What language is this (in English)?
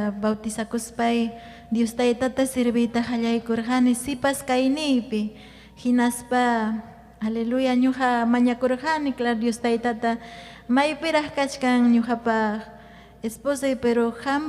Ayacucho Quechua